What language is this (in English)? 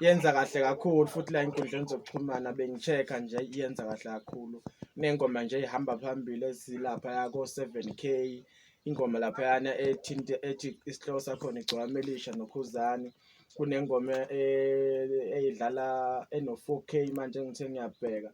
Zulu